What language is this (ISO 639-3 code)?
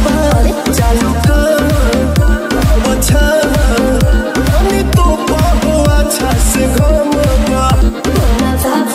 bho